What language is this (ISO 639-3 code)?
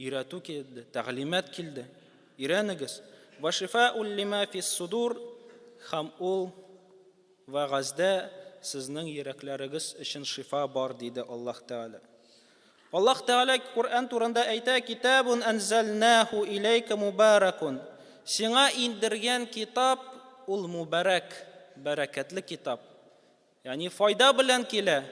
tat